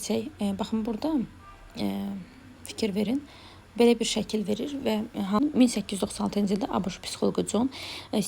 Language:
Azerbaijani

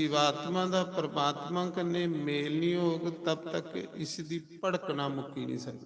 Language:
Dogri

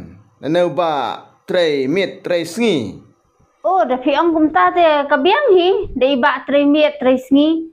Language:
Khasi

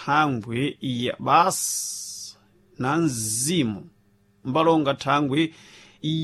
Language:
Sena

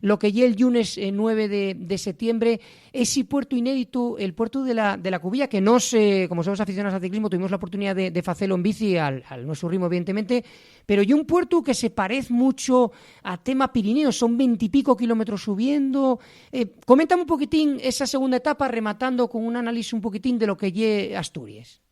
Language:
Asturian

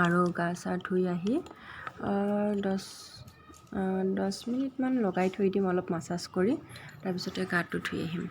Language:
Assamese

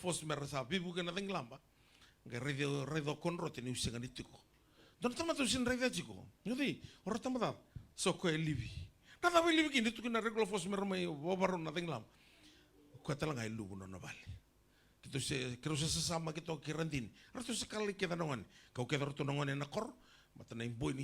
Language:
Fijian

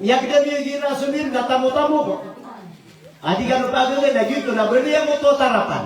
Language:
Maranao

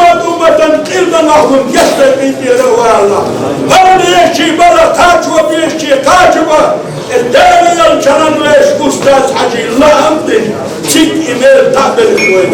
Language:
Chechen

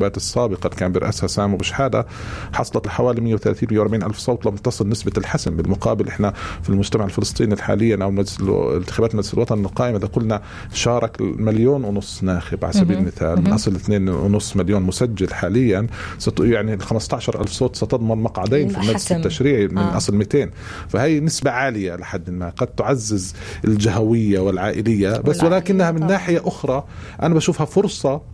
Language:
North Levantine Arabic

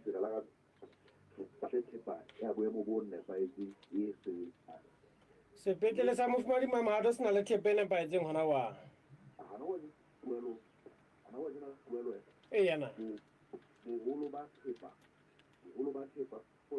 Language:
Southern Sotho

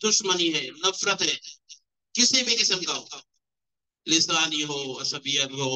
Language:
Urdu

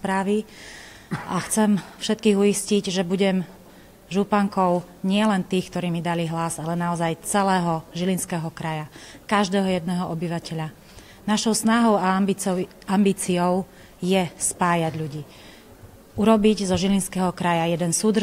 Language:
Slovak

